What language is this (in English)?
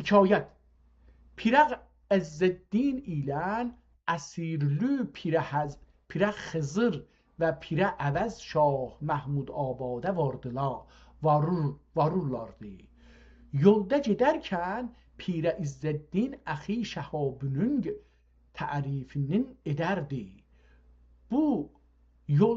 South Azerbaijani